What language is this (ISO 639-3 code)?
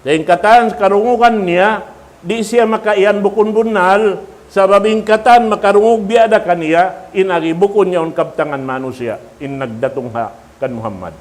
tsg